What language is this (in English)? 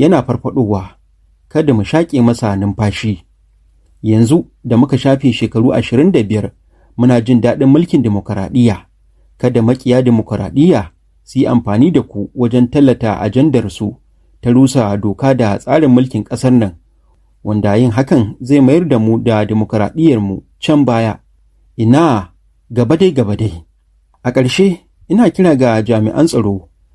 Hausa